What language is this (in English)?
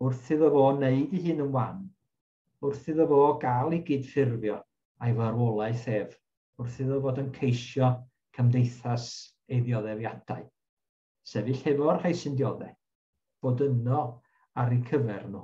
Welsh